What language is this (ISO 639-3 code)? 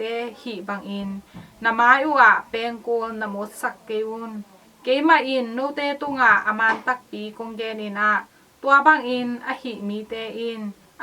ctd